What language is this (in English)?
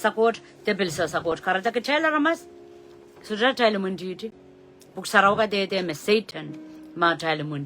Pohnpeian